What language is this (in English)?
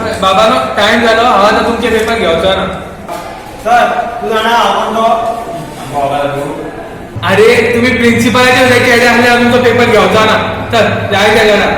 Konkani